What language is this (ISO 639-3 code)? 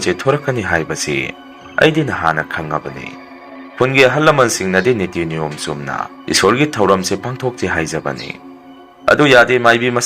mni